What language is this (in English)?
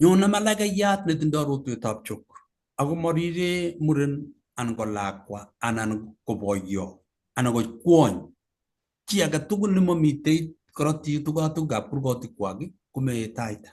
Kalenjin